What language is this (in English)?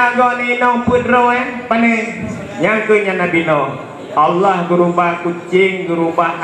Achinese